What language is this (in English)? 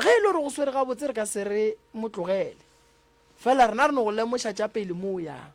Northern Sotho